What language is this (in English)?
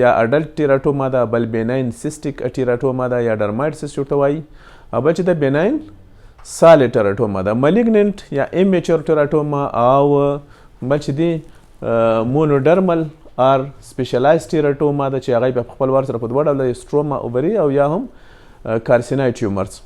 Pashto